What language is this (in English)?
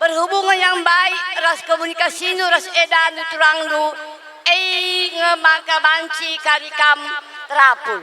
Batak Karo